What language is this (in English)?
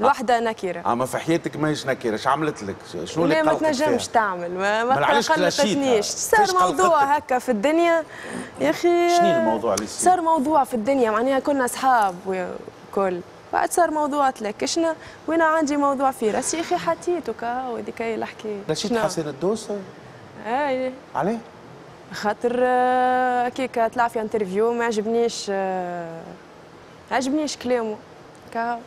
Tunisian Arabic